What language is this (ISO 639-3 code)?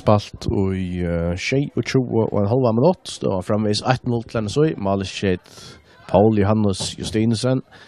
fao